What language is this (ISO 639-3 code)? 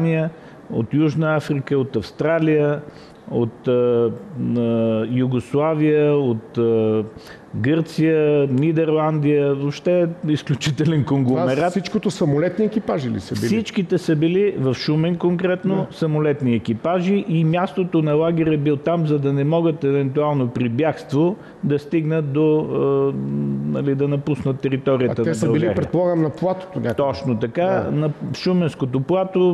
bul